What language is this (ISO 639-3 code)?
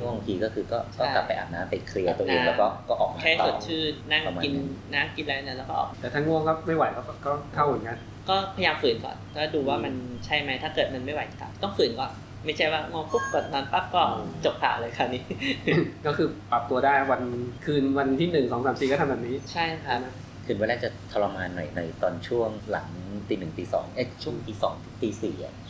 tha